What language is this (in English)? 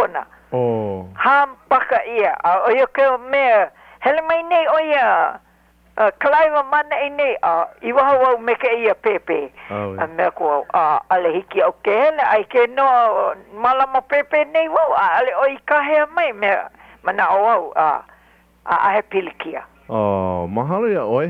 Hawaiian